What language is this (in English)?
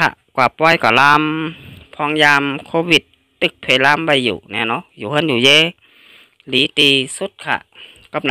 Shan